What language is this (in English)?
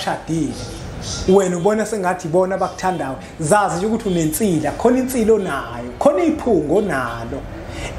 Zulu